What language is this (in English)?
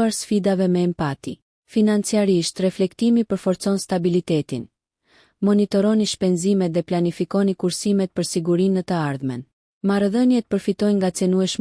Albanian